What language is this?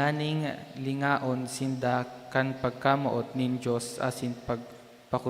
Bikol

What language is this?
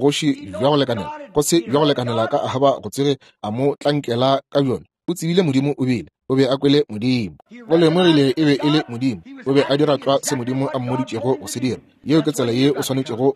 Northern Sotho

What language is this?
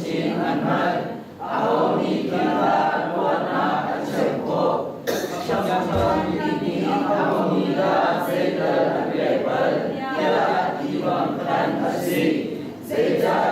Hakha Chin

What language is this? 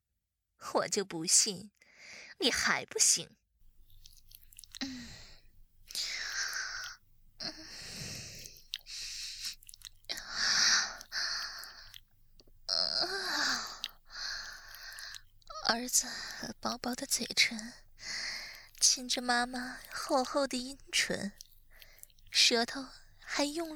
Chinese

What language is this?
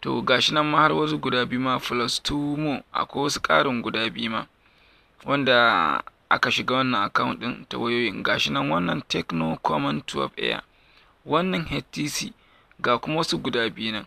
Hausa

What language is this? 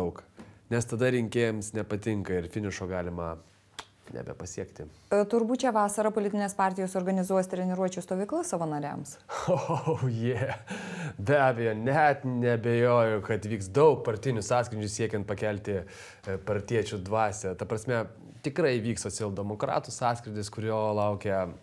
Lithuanian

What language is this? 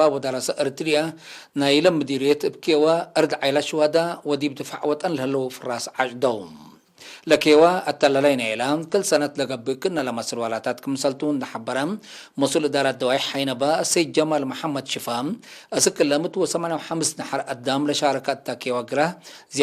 Tigre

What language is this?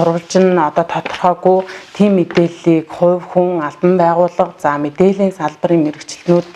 Mongolian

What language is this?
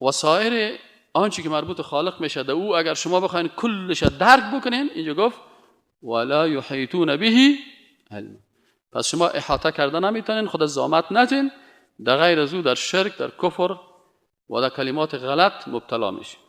Persian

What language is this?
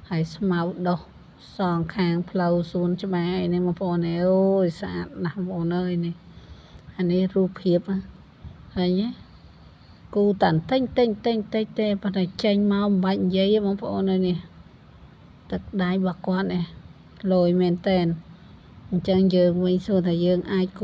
Khmer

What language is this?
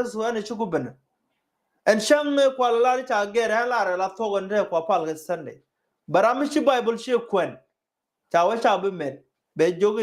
Nuer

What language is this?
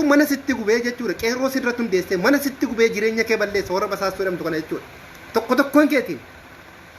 Oromo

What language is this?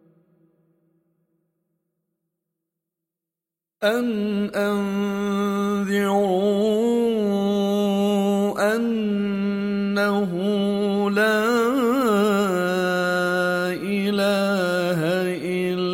Arabic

